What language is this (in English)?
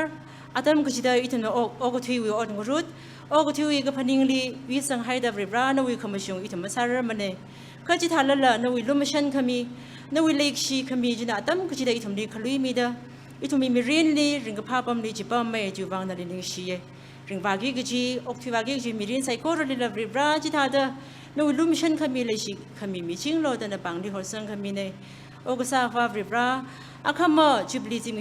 Tangkhul Naga (India)